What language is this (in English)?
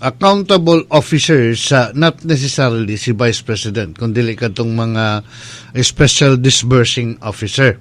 Cebuano